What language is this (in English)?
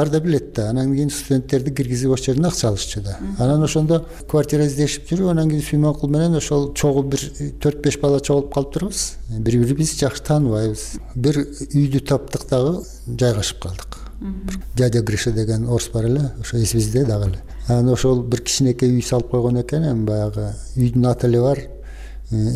Kyrgyz